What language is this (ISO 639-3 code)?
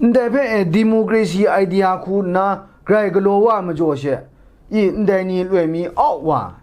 kac